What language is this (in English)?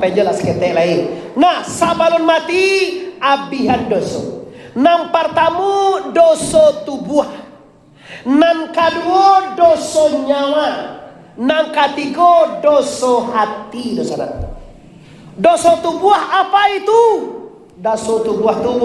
Minangkabau